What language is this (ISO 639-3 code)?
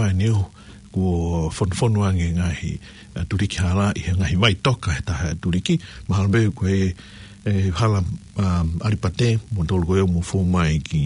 ton